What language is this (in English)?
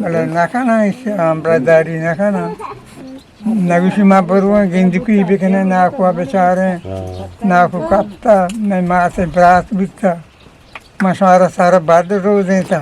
Eastern Balochi